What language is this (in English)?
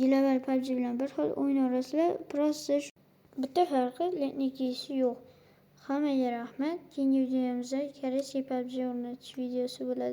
Uzbek